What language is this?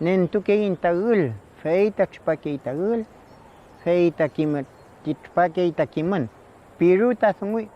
Mapuche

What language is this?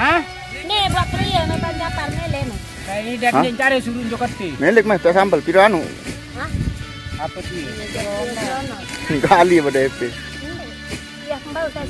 Sasak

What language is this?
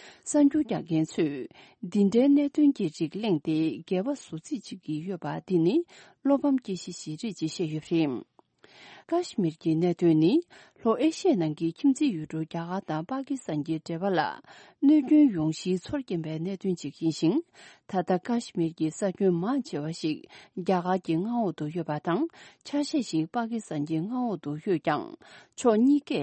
Tibetan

